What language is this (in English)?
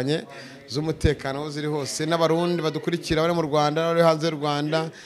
Kinyarwanda